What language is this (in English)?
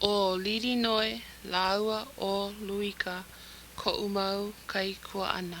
Hawaiian